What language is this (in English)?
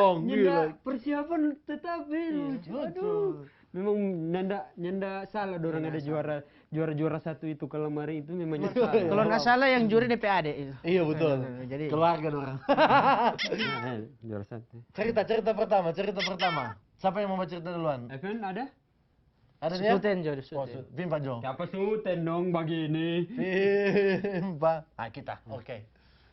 Manado Malay